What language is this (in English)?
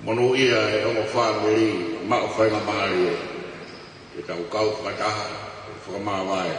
Tongan